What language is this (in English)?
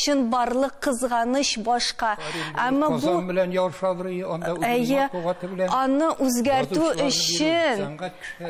Tatar